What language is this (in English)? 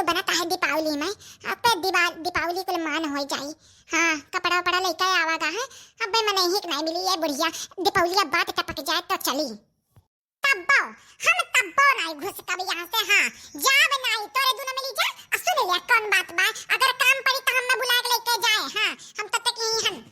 Awadhi